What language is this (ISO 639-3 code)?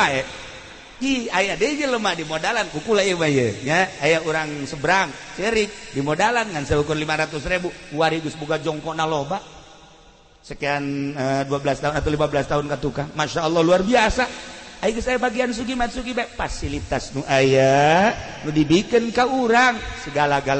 sun